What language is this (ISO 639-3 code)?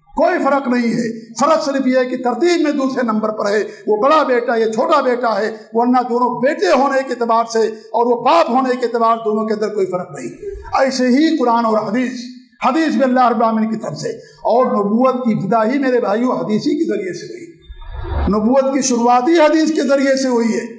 urd